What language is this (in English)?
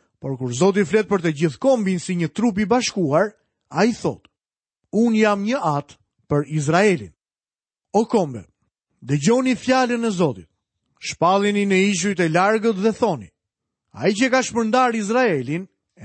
Albanian